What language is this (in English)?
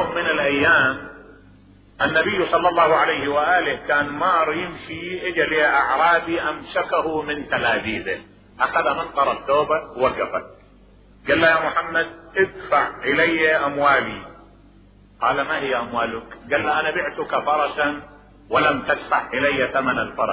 Mesopotamian Arabic